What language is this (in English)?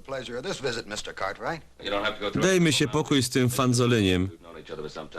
Silesian